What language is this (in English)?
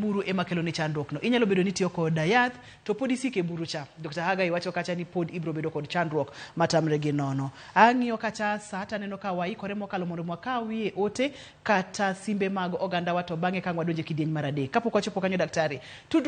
Luo (Kenya and Tanzania)